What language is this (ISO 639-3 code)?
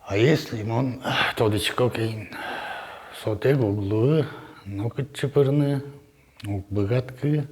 udm